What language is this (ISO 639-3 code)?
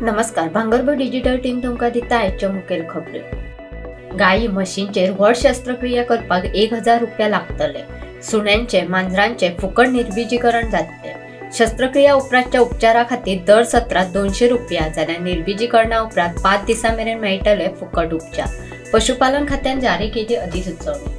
kok